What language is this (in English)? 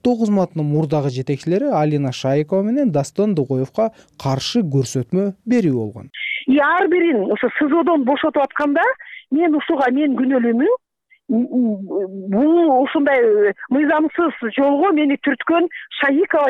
Kyrgyz